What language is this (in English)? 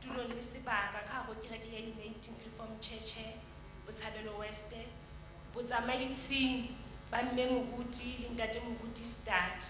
Southern Sotho